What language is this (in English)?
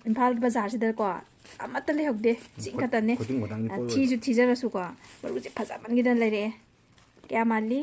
Manipuri